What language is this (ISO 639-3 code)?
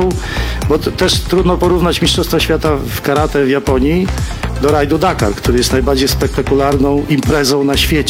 pol